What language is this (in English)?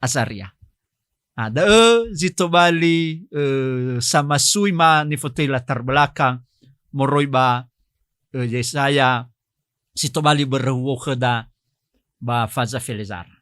Nias